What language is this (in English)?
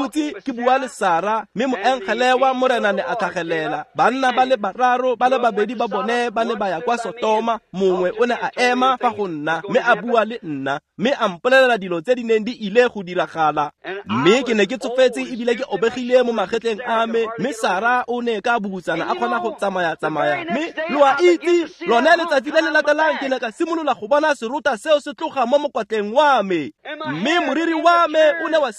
Tswana